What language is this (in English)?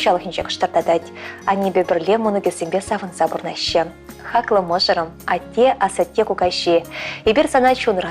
Chuvash